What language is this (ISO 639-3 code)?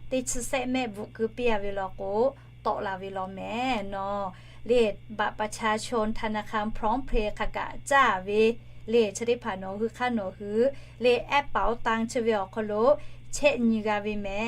lhu